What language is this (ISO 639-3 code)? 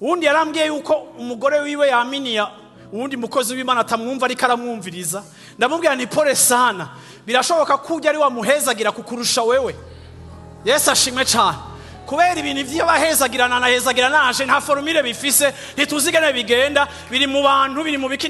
run